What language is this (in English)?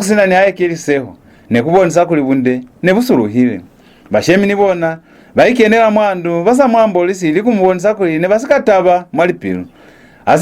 Lozi